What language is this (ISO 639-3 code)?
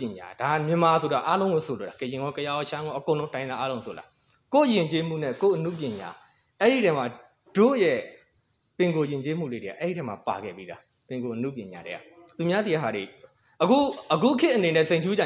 mya